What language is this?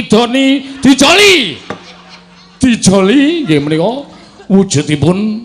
Javanese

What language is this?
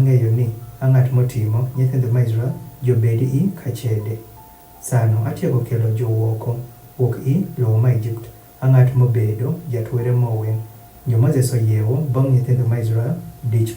Adhola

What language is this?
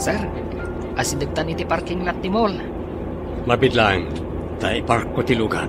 Iloko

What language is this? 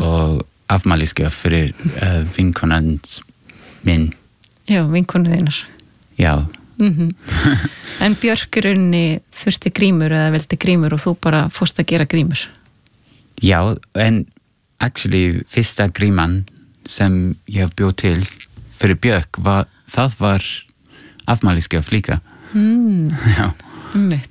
Icelandic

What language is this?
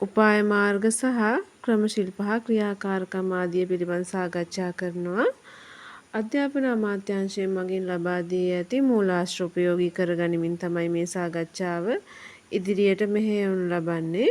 Sinhala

